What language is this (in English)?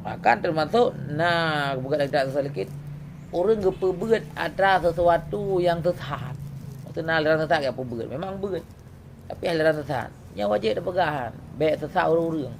Achinese